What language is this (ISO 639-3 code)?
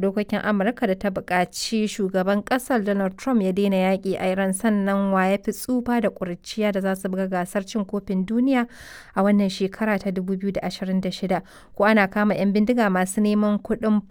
hau